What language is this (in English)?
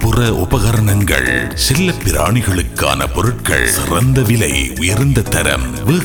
Tamil